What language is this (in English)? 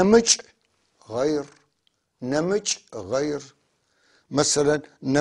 North Levantine Arabic